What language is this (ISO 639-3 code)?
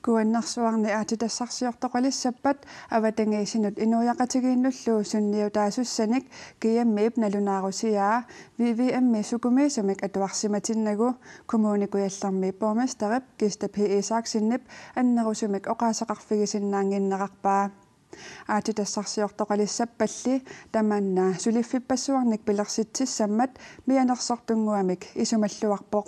kal